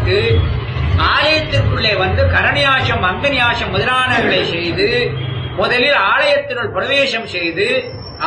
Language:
Tamil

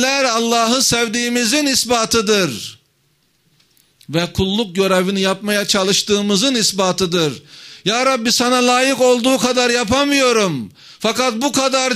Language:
Turkish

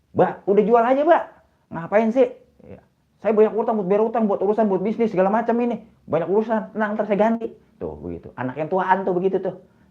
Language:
Betawi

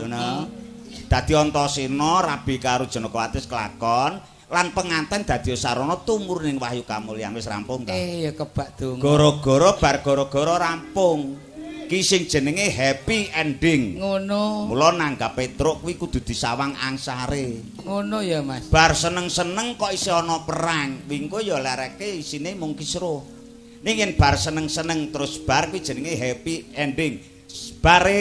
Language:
Javanese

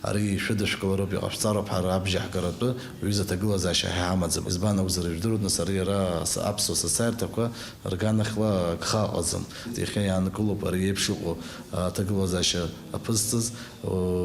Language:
Abkhazian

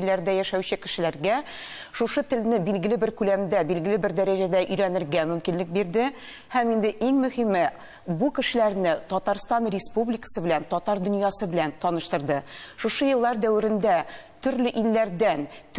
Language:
Tatar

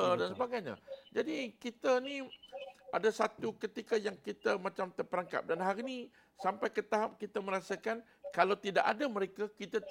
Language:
Malay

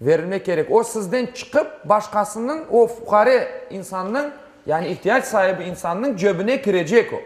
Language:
Crimean Tatar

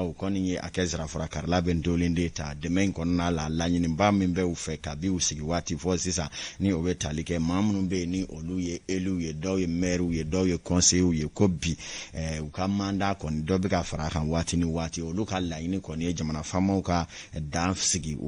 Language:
Bambara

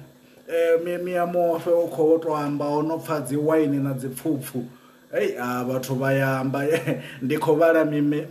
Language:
Venda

